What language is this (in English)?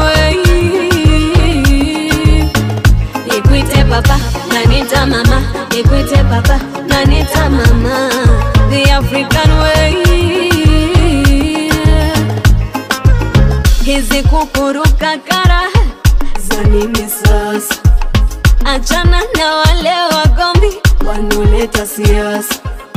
Swahili